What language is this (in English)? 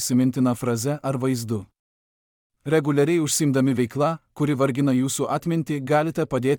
Lithuanian